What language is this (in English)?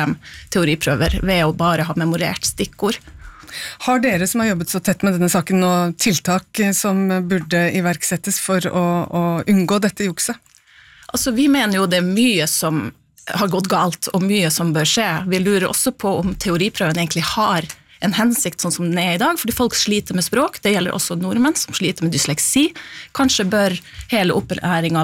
Norwegian